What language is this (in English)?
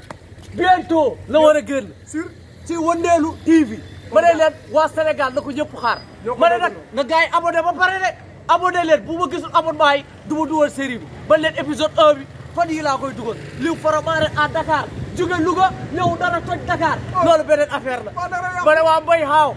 Wolof